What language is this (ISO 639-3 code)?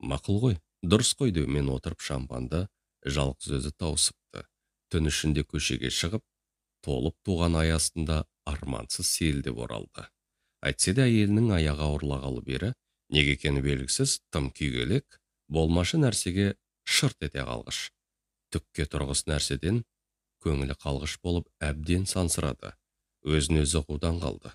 kaz